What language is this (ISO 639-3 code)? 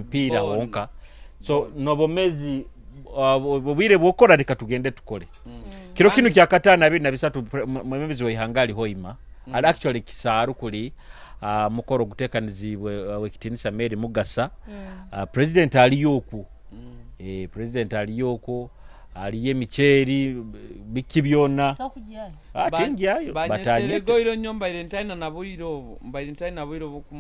nyo